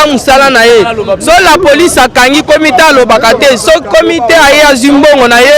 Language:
Lingala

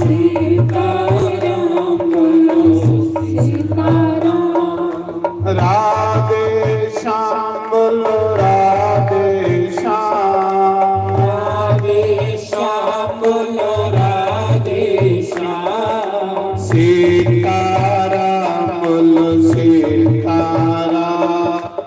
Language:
Dogri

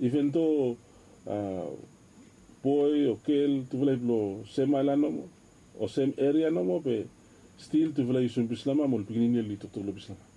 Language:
Bislama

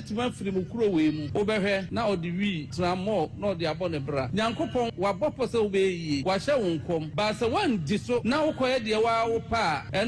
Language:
Akan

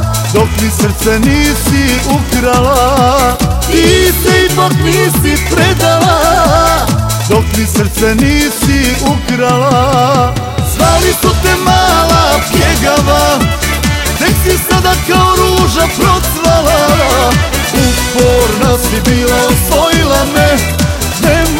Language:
Croatian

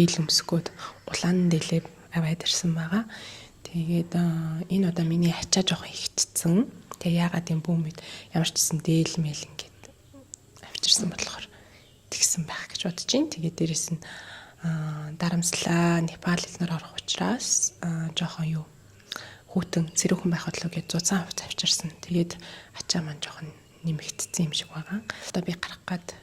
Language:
Mongolian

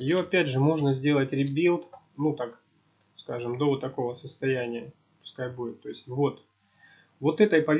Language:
Russian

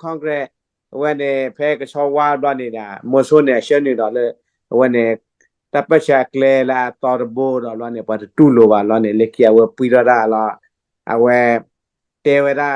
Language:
S'gaw Karen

